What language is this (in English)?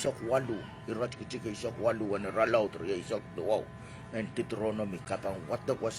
Pohnpeian